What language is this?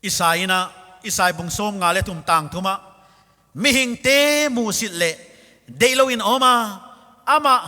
Paite Chin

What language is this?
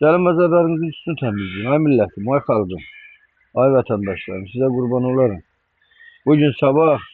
Azerbaijani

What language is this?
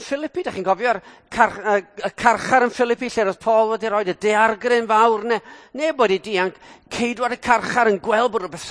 Welsh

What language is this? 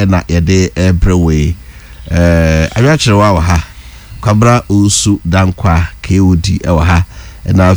Akan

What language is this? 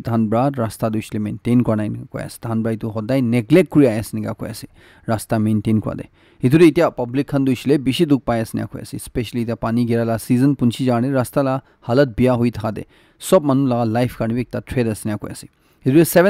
Naga Pidgin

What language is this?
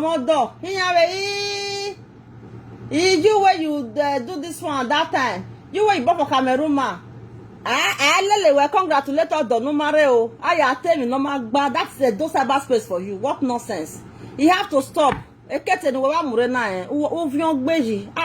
Nigerian Pidgin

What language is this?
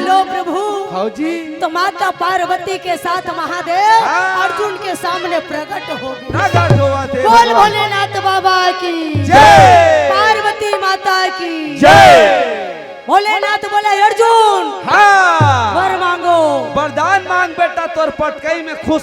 Chhattisgarhi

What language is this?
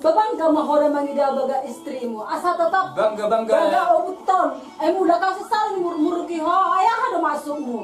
Batak Toba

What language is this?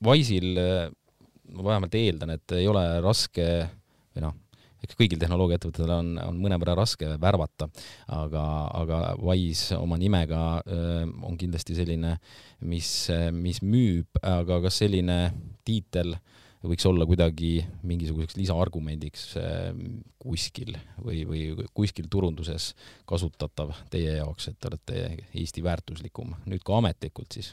Estonian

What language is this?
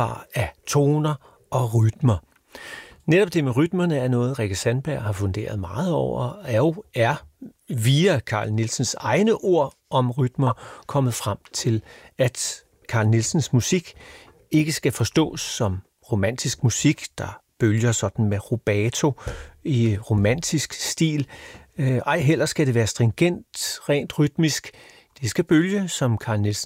Danish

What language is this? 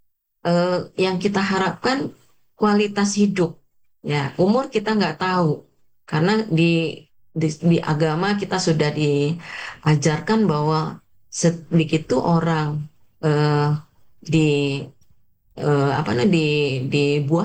Indonesian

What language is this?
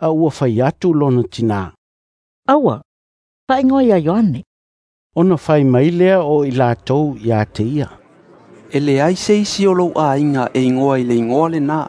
Samoan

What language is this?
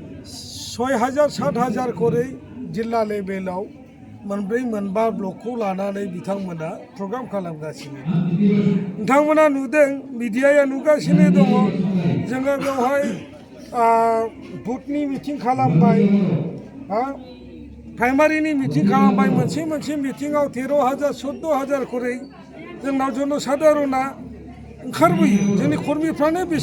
Bodo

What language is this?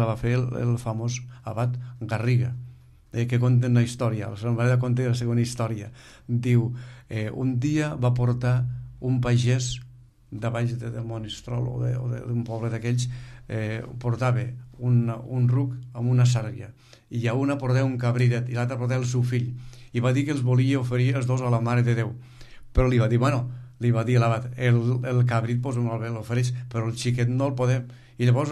Catalan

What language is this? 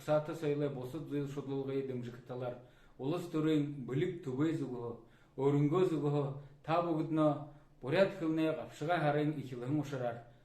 Buriat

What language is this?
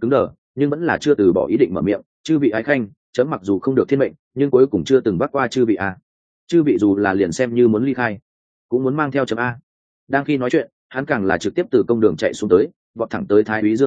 Vietnamese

